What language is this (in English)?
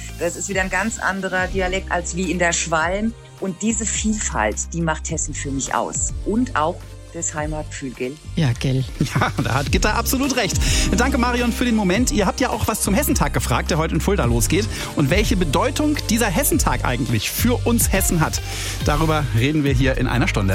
German